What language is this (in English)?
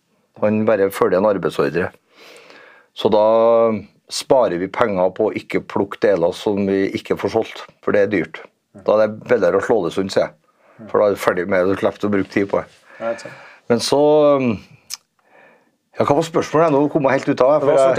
Norwegian